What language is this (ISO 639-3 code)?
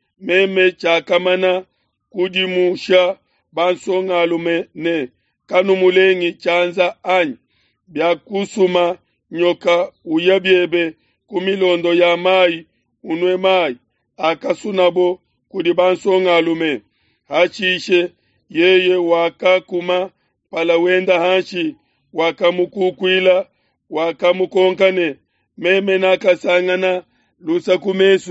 lua